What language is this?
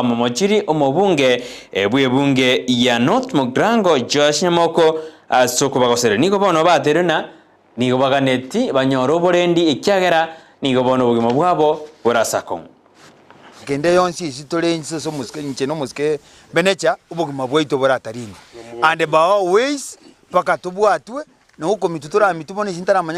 Gusii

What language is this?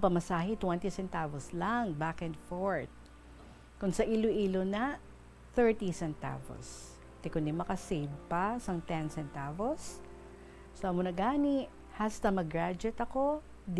Hiligaynon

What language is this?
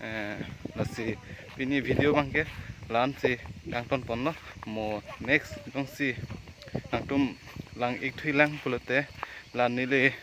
Karbi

